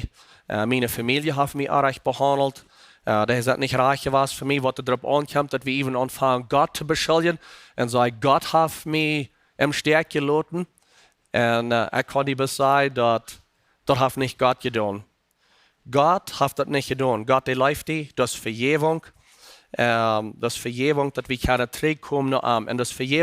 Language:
Plautdietsch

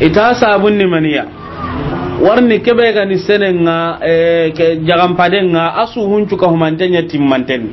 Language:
Soninke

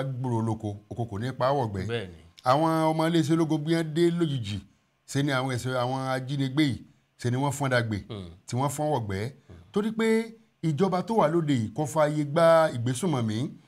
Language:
Yoruba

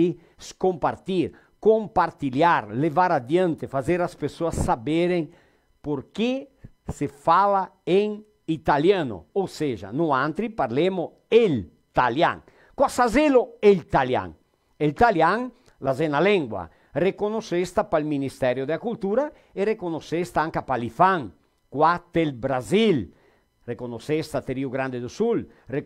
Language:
Venetian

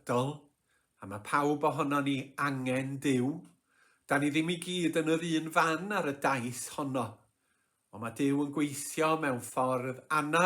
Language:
Welsh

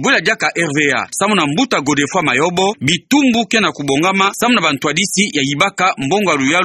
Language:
Kituba (Democratic Republic of Congo)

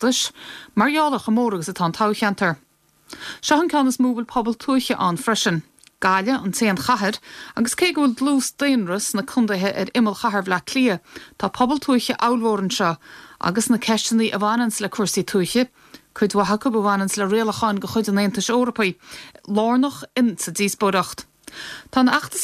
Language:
Irish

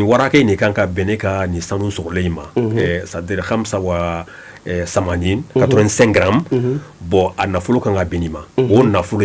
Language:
Bambara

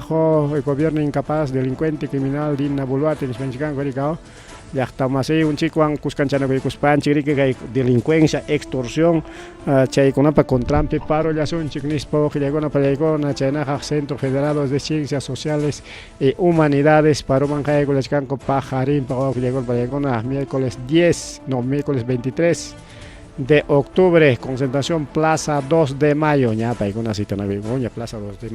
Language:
Ayacucho Quechua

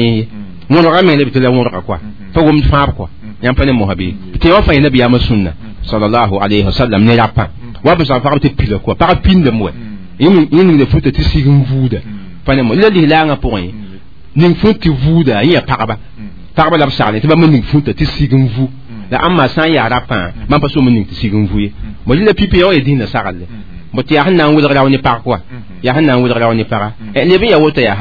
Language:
Mossi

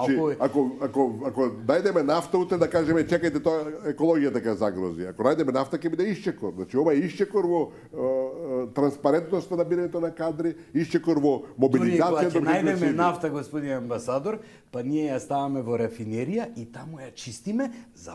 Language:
Macedonian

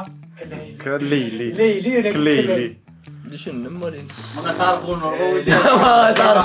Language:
Turkmen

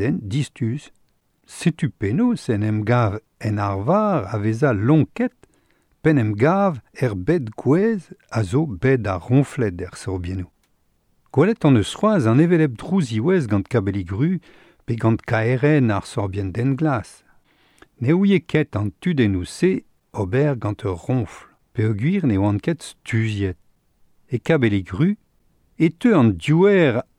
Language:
Breton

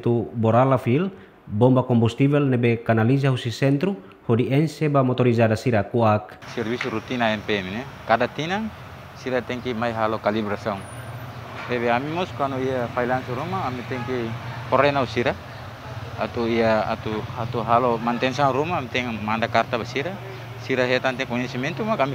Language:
Tetum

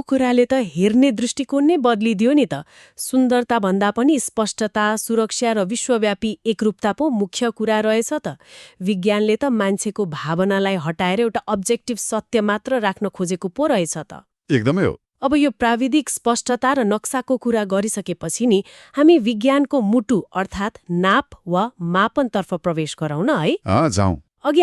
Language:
Nepali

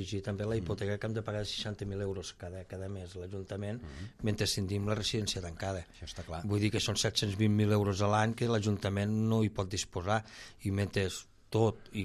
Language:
Catalan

